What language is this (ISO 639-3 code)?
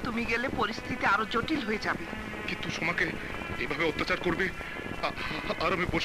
ben